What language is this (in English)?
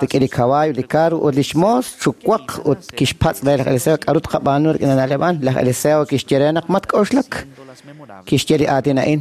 Kekchí